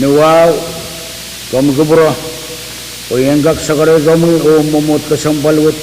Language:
Pohnpeian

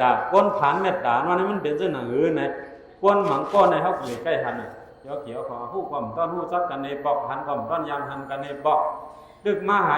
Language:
Shan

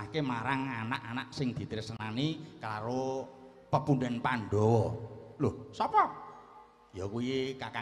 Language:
Javanese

